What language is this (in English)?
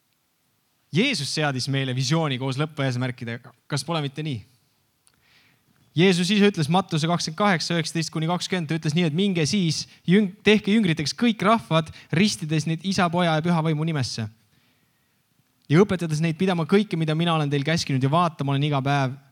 Estonian